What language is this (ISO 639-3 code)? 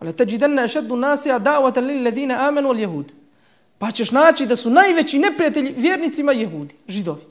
bos